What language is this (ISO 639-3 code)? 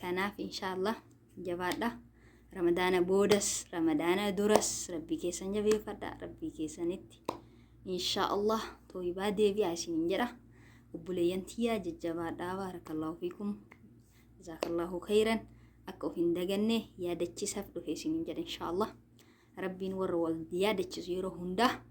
orm